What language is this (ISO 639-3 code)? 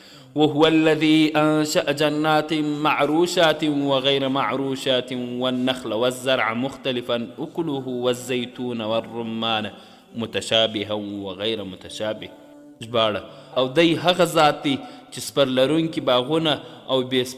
pus